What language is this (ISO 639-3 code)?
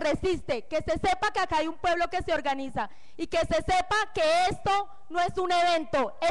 spa